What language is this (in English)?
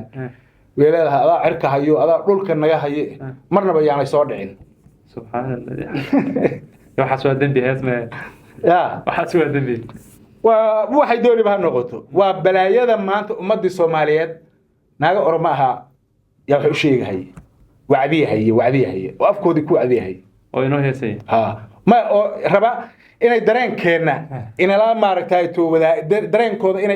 Somali